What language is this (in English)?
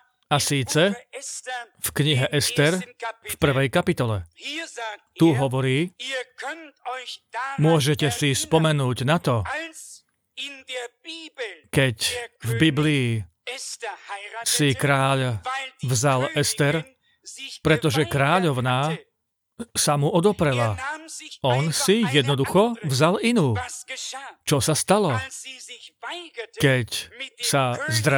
Slovak